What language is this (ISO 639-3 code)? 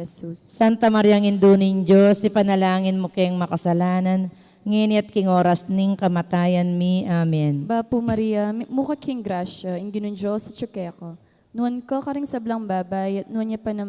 pam